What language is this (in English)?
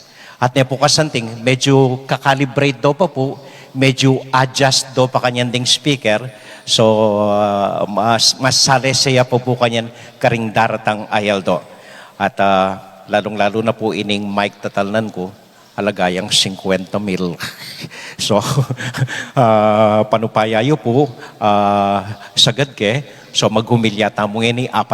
Pampanga